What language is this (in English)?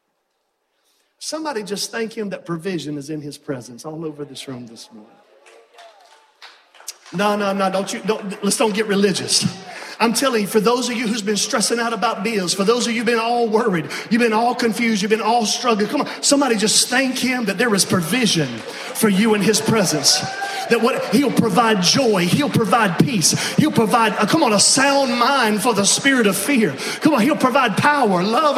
English